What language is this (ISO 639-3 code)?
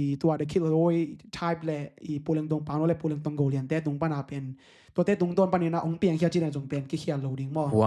ctd